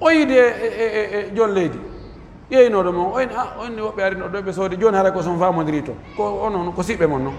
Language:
Pular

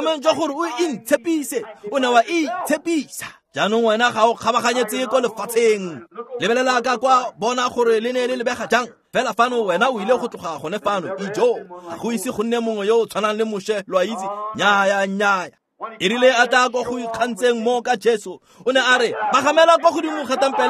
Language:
Tswana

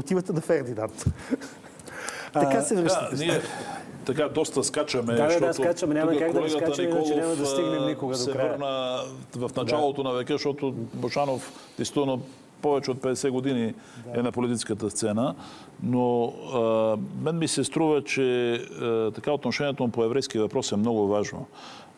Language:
Bulgarian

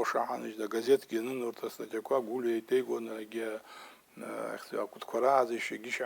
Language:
Abkhazian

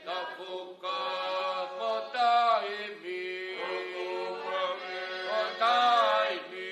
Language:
Tongan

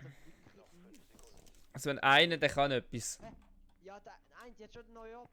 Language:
Swiss German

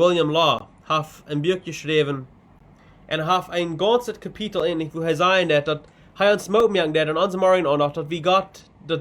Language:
Plautdietsch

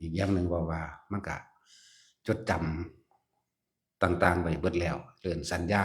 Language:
Northeastern Thai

